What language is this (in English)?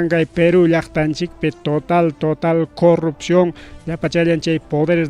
Ayacucho Quechua